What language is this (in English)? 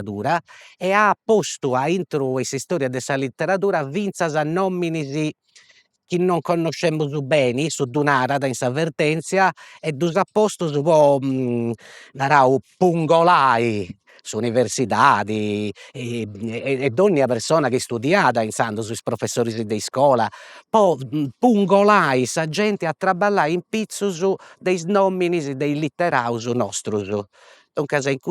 Sardinian